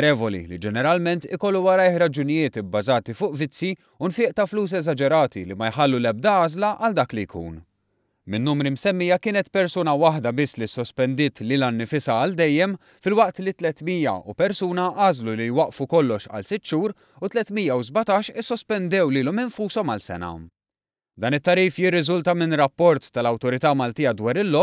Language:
Maltese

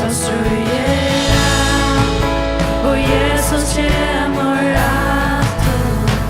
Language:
Faroese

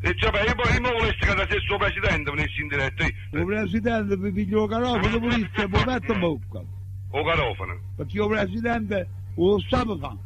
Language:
Neapolitan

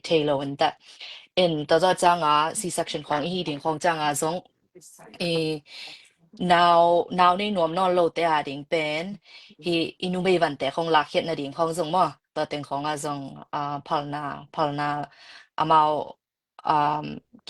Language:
Tedim Chin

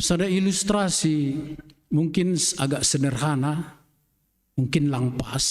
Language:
Batak Simalungun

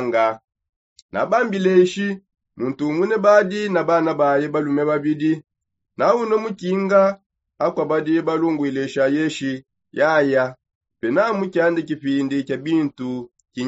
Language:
Songe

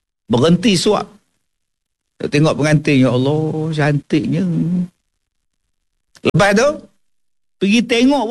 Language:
Malay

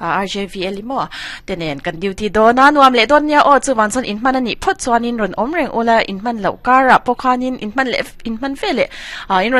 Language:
Mizo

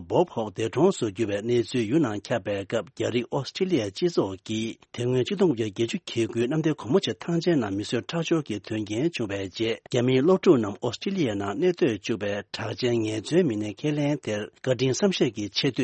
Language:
Tibetan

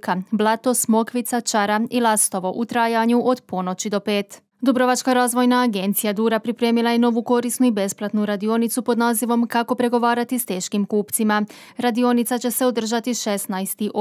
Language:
Croatian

